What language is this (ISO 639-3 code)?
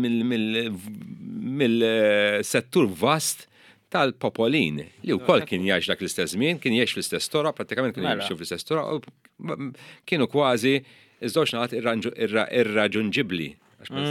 mlt